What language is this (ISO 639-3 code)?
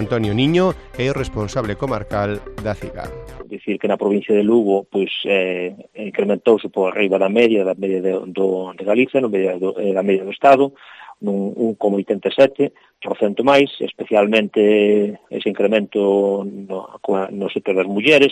glg